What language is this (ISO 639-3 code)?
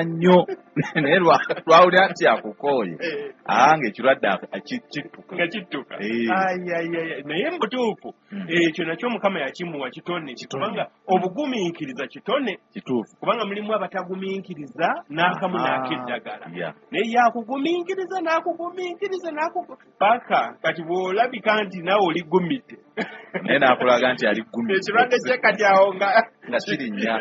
lug